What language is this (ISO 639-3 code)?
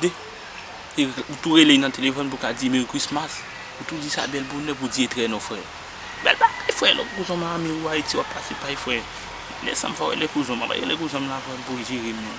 hat